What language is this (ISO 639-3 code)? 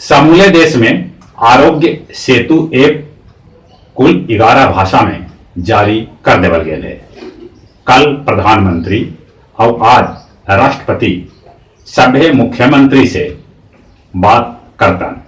mag